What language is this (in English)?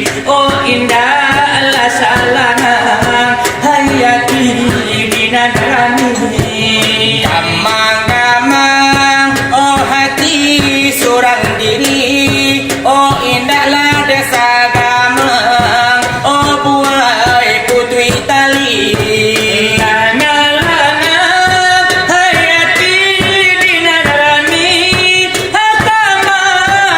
Minangkabau